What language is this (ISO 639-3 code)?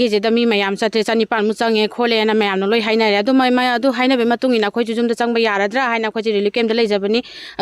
mni